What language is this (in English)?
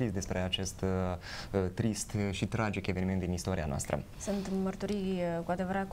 Romanian